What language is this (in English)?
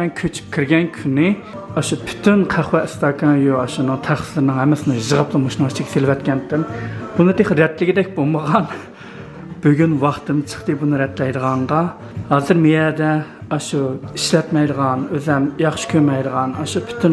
Uyghur